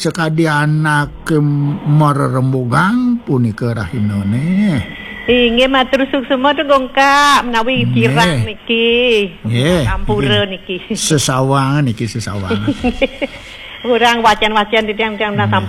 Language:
Balinese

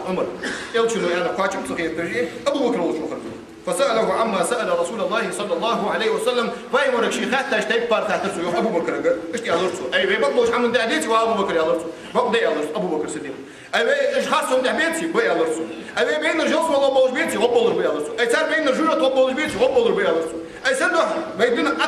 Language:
Ingush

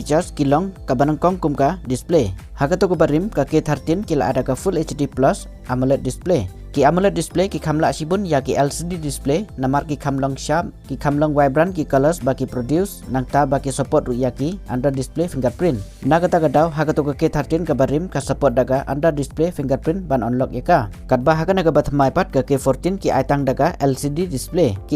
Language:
Khasi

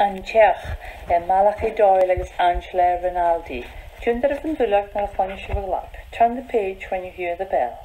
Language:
Scottish Gaelic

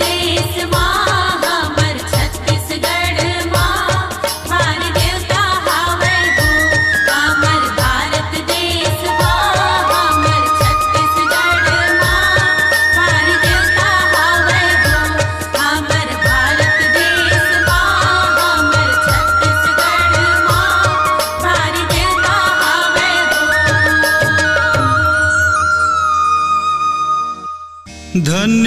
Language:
Chhattisgarhi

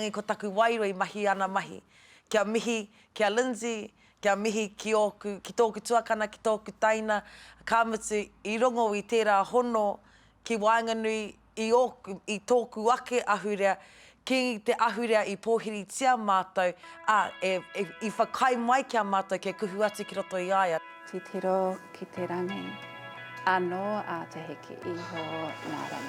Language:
Māori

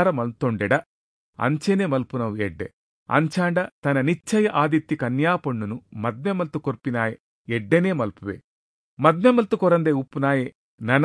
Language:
Tulu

